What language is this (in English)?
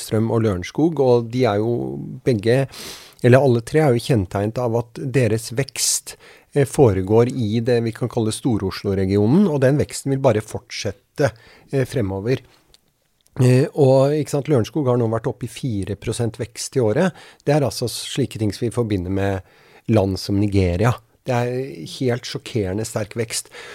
Norwegian